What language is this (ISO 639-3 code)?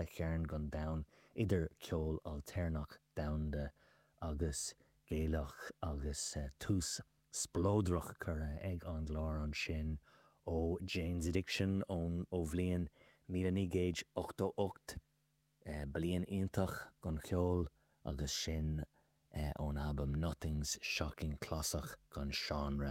gle